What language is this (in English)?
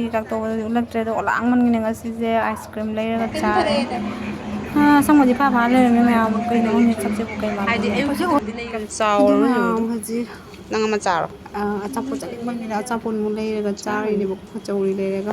Manipuri